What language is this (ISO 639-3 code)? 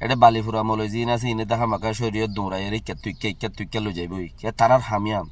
rhg